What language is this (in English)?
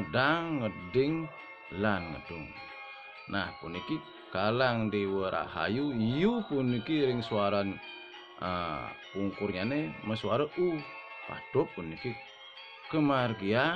Balinese